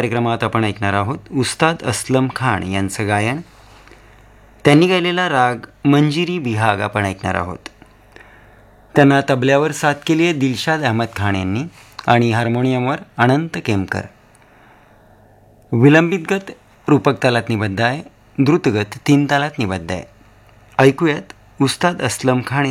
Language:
Marathi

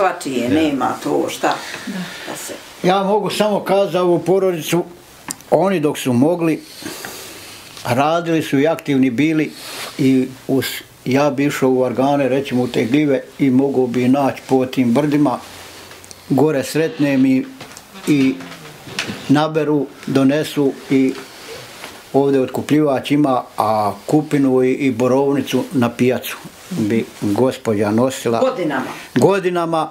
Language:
Bosnian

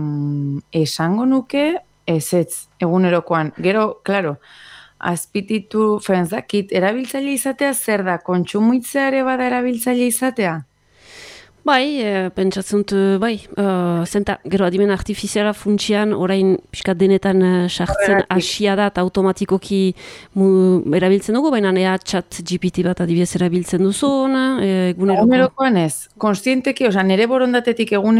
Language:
Basque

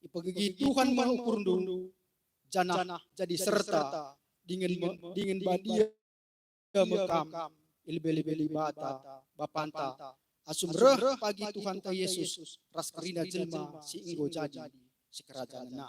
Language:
Batak Karo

